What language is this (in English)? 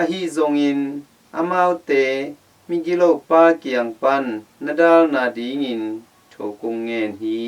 Tedim Chin